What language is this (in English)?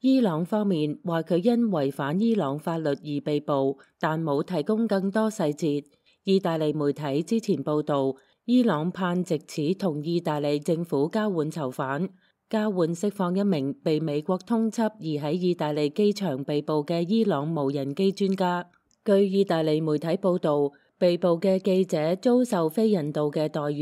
Cantonese